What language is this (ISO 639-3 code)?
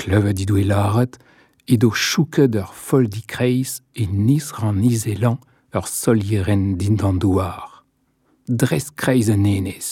bre